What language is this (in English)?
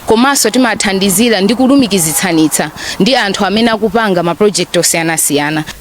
Nyanja